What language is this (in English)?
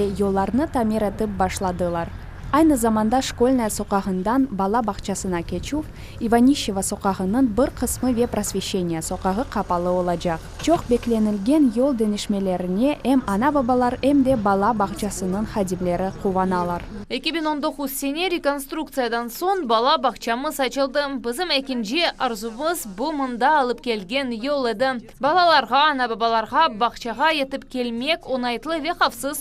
Crimean Tatar